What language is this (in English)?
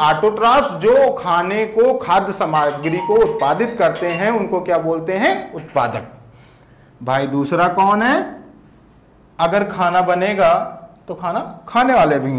Hindi